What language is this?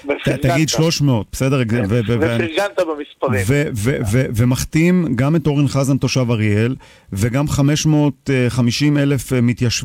Hebrew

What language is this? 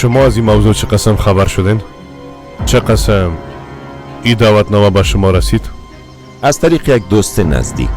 Persian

